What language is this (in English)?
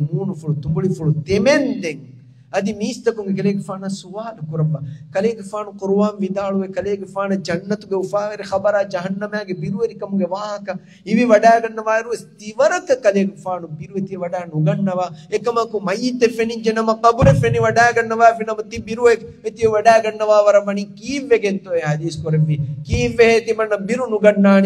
Divehi